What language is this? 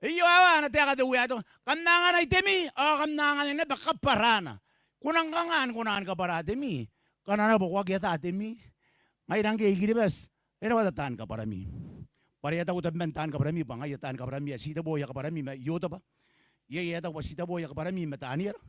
Gilbertese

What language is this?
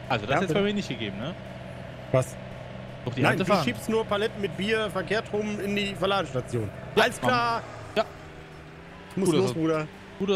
German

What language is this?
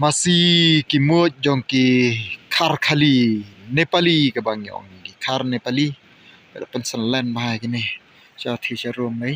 Khasi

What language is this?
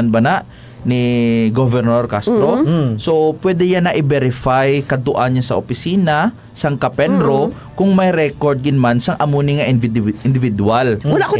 Hiligaynon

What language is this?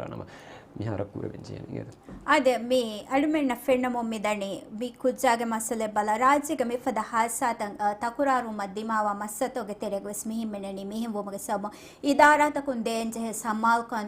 Divehi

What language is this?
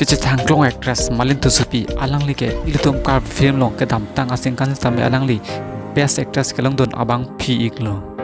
Karbi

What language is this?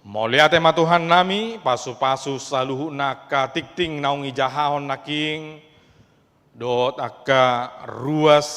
Batak Toba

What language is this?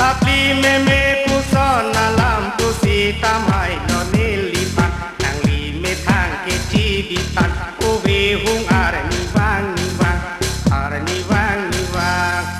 Karbi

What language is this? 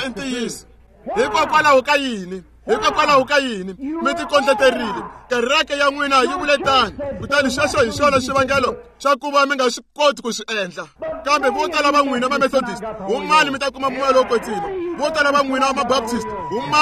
Tsonga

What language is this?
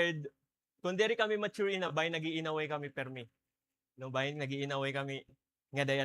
Waray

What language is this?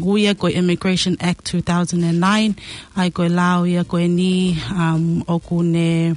Tongan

